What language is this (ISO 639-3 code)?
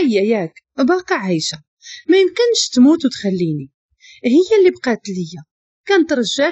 ary